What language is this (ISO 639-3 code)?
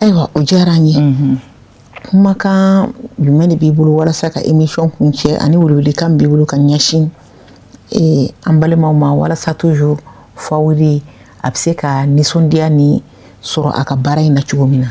bam